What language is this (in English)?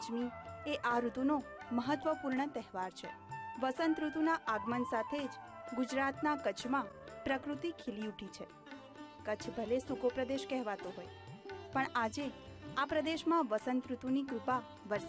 Gujarati